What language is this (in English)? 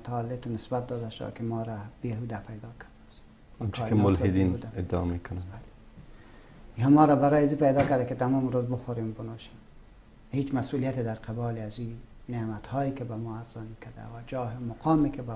Persian